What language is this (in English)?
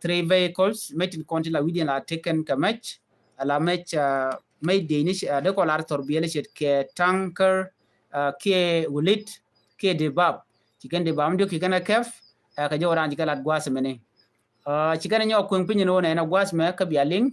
Nuer